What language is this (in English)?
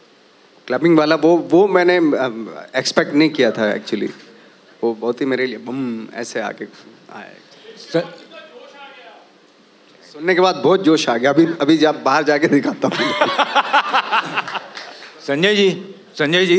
Hindi